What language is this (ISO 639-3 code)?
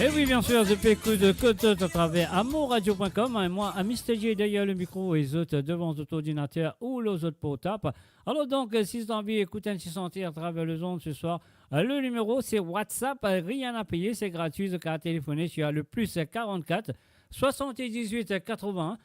mfe